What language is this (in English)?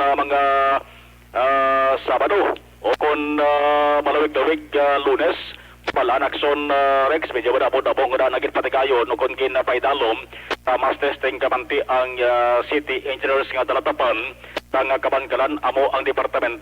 Hiligaynon